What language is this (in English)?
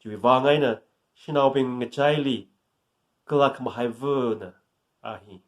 Tangkhul Naga (India)